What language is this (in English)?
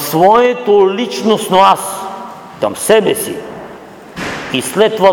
Bulgarian